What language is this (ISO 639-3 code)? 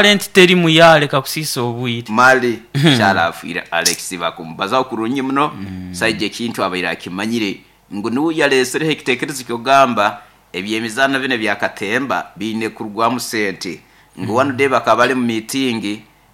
nyo